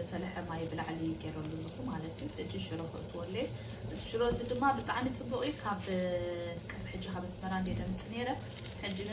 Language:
Tigrinya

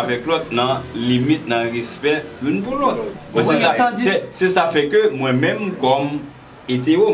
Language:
Haitian Creole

